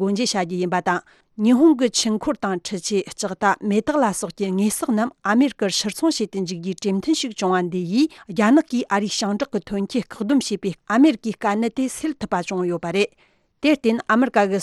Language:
Tibetan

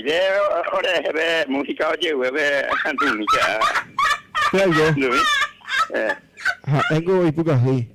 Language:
Guarani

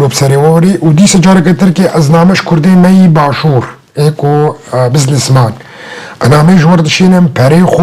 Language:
Kurdish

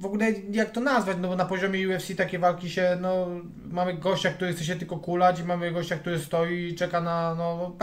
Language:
Polish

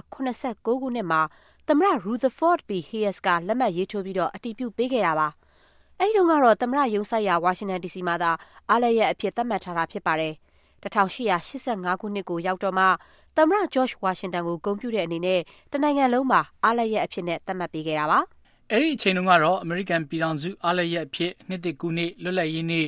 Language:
Burmese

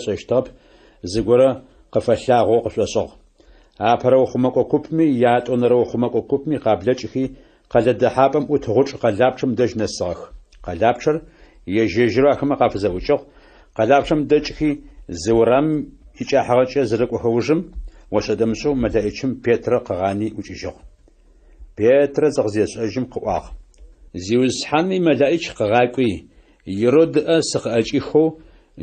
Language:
Adyghe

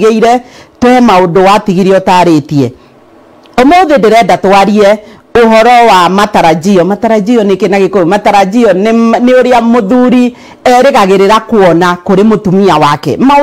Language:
Kikuyu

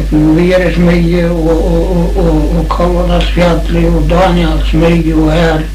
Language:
Faroese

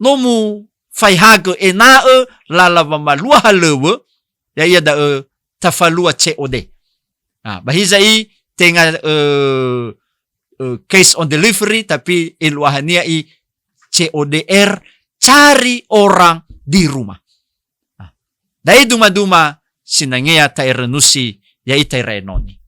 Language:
Nias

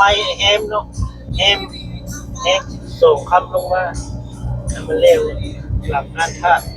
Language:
Lao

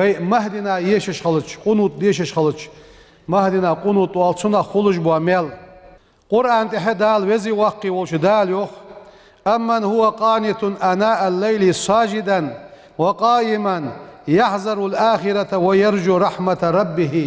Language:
Ingush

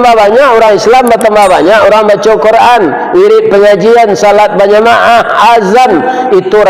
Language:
Minangkabau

